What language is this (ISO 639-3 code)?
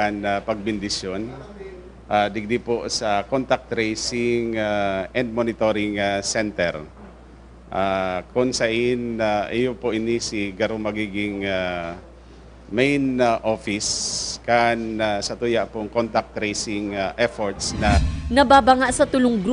bik